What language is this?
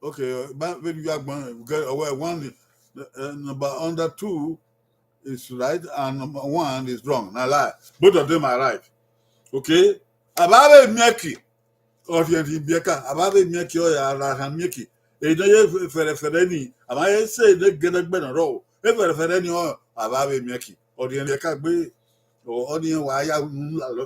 Bini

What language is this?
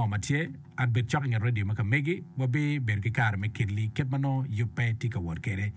Acoli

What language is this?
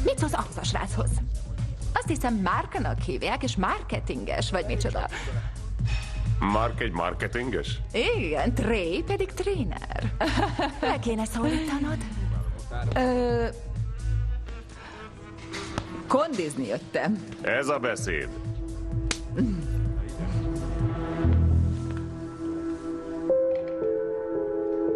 Hungarian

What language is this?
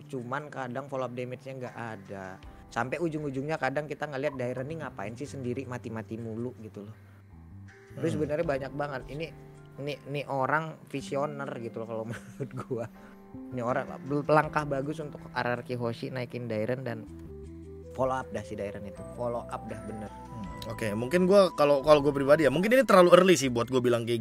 Indonesian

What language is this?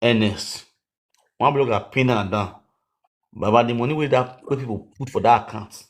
Nigerian Pidgin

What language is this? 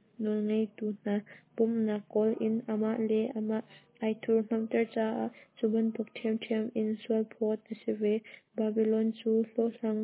Hakha Chin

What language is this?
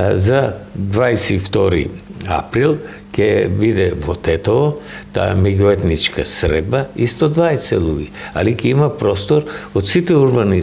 Macedonian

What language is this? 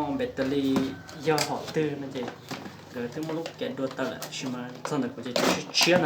Hmong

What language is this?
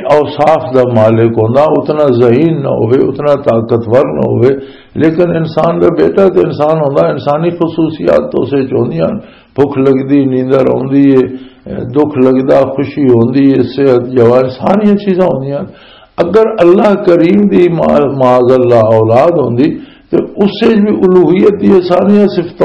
Western Panjabi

